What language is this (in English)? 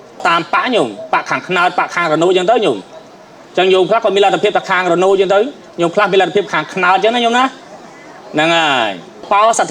Khmer